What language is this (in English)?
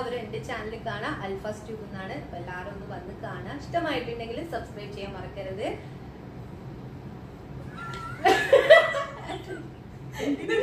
Malayalam